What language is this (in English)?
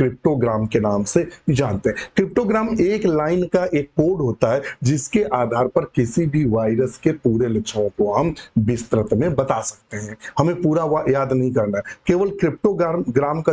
Hindi